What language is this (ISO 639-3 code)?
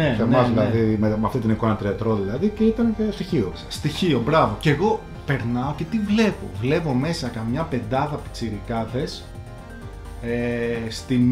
ell